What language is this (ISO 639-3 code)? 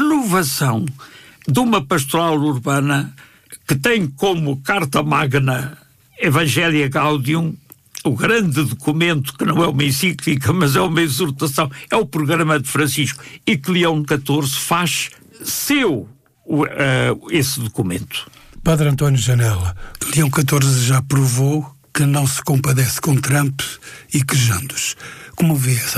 por